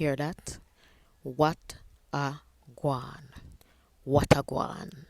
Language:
Jamaican Creole English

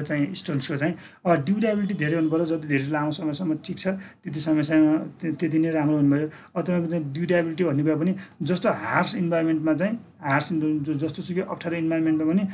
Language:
Nepali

